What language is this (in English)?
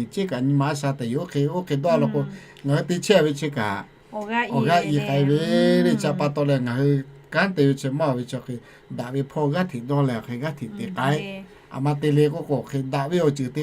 Lahu